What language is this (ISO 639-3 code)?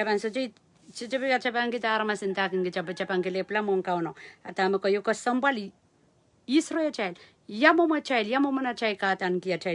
pon